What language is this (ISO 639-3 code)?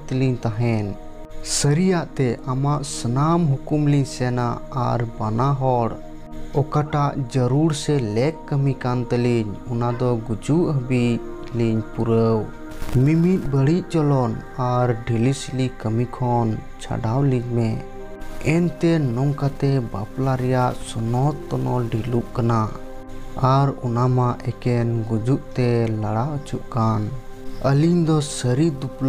sat